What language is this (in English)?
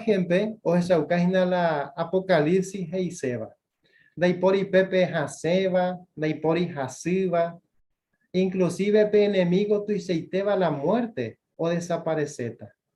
Guarani